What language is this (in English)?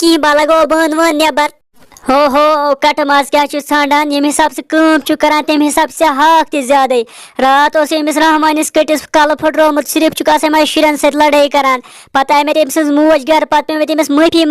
Kashmiri